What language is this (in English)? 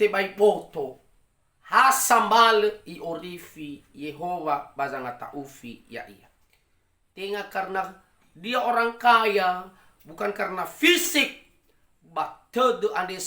Nias